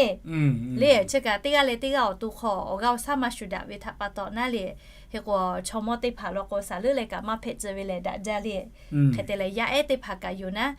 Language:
Lahu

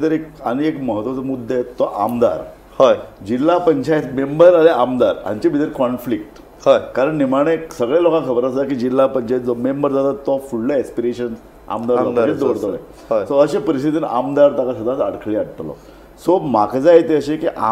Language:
Konkani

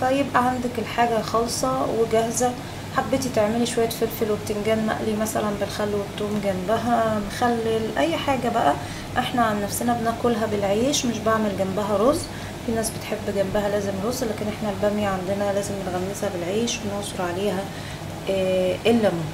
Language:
Egyptian Arabic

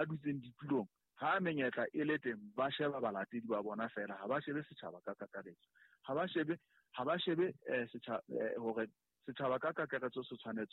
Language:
Southern Sotho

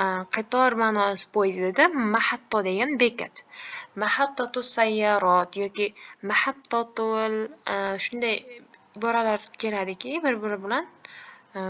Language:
Uzbek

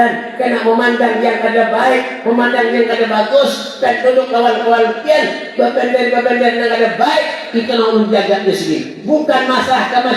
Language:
Banjar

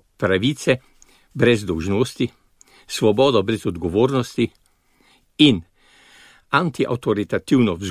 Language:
Slovenian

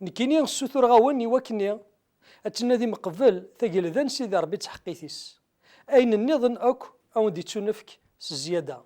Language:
Kabyle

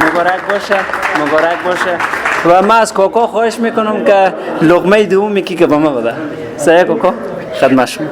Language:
Persian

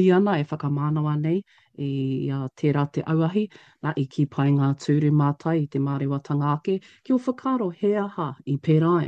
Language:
Māori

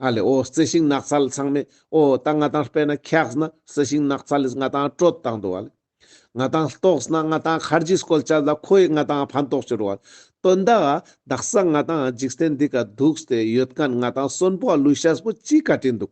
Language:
Ladakhi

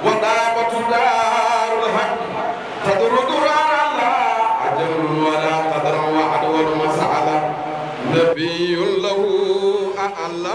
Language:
Fula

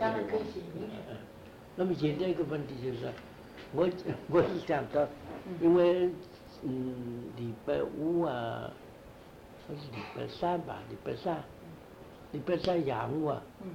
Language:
Chinese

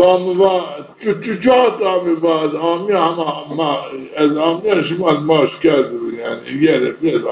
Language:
Zaza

